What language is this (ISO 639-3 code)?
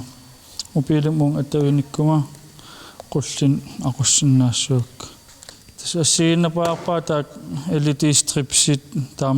kal